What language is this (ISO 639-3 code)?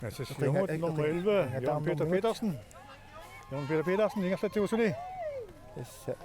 kal